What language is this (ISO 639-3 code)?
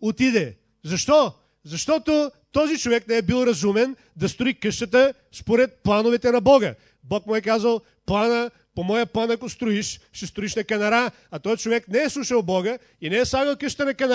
bul